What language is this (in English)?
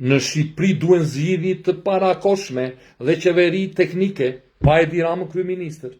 Albanian